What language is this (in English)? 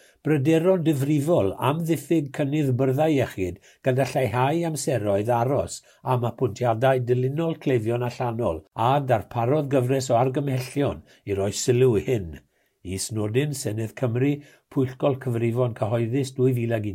Welsh